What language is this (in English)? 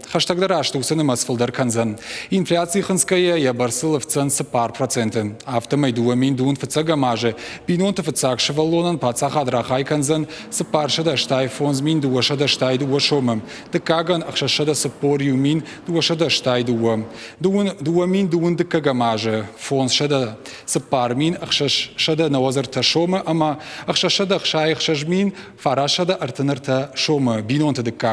Ossetic